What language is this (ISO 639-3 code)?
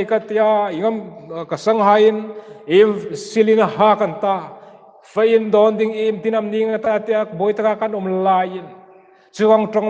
hmr